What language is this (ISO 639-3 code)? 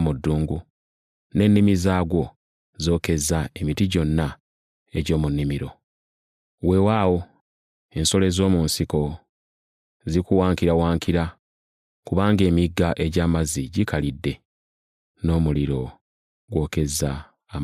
lug